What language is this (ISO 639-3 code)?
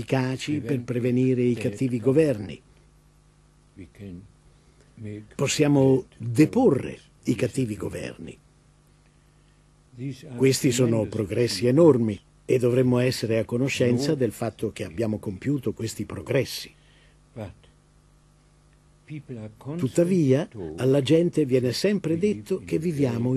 ita